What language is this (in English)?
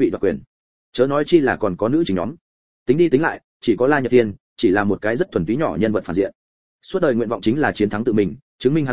Vietnamese